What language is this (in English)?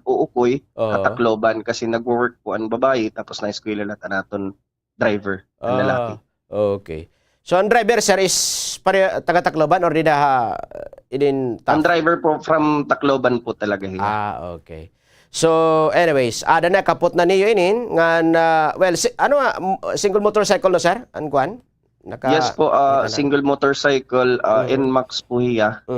Waray